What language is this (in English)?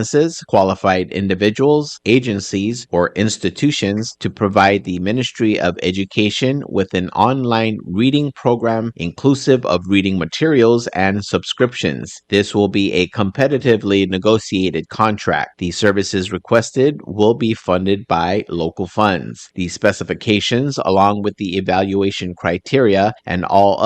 Palauan